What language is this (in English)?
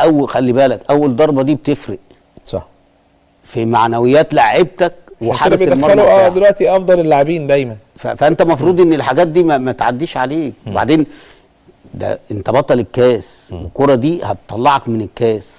Egyptian Arabic